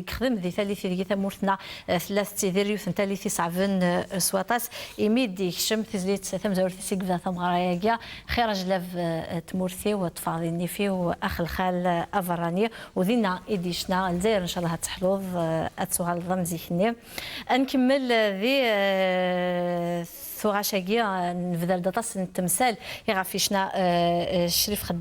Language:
Kabyle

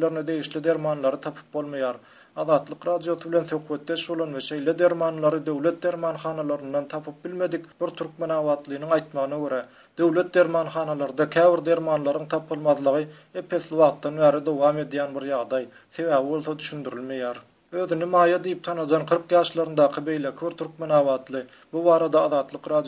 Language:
Turkmen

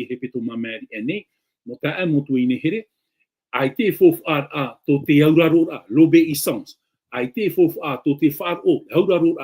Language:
Tahitian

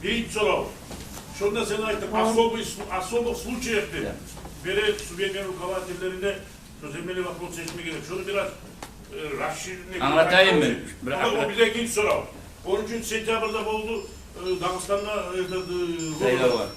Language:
Kumyk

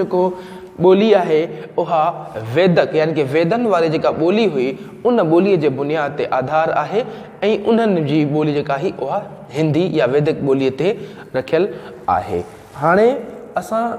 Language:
Sindhi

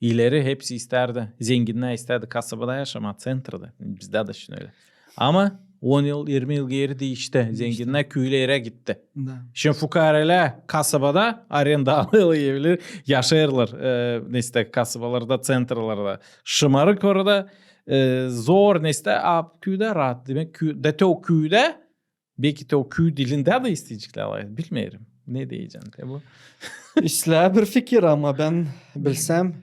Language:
Gagauz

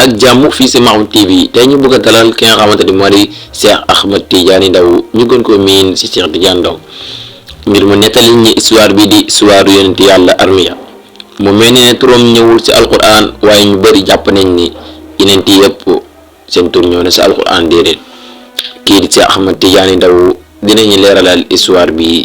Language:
Wolof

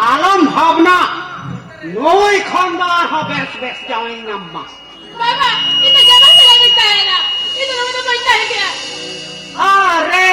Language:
Santali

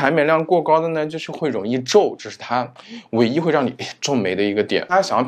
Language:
Chinese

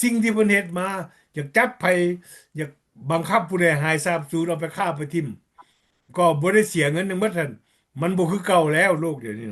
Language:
Lao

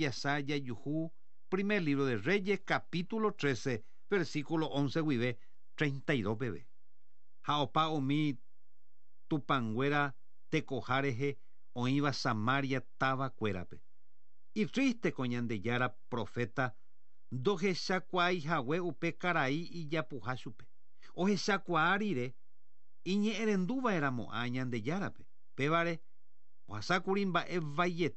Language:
Guarani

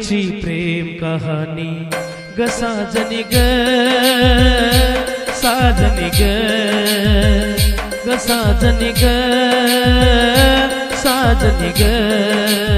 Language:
Marathi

